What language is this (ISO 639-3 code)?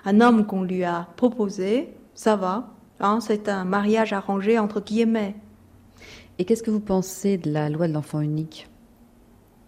fra